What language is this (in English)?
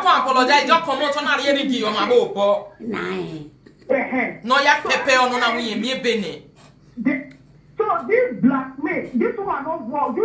Nigerian Pidgin